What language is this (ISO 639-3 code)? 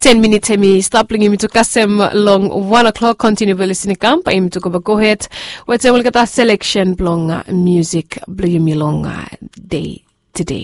bis